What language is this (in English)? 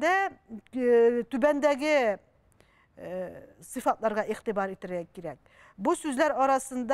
Tatar